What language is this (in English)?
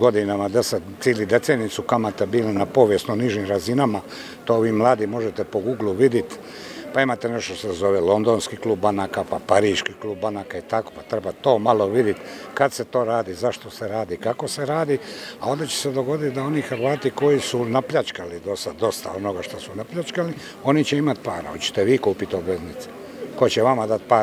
Croatian